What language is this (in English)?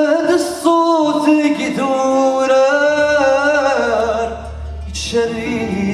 Kabyle